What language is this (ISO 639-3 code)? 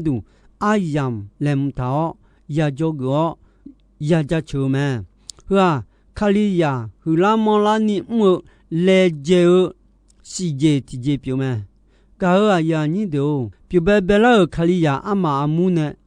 ahk